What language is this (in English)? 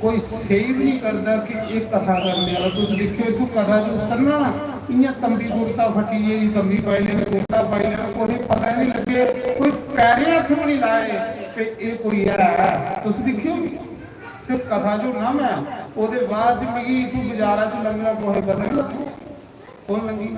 Dogri